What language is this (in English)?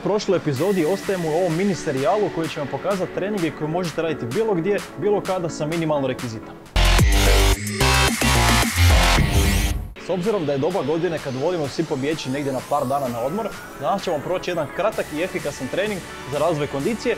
Croatian